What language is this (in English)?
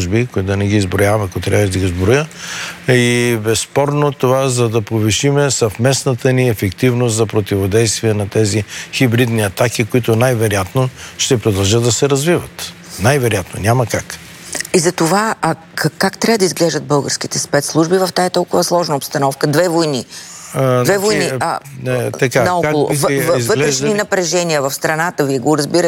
Bulgarian